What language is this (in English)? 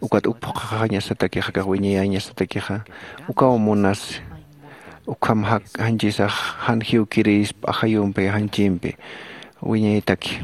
Aymara